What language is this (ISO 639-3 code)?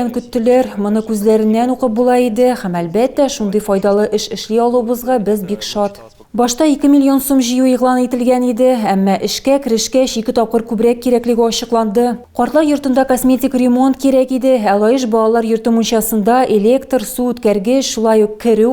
tat